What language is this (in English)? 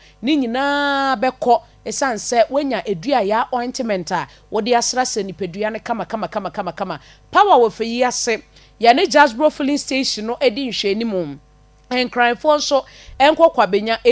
Akan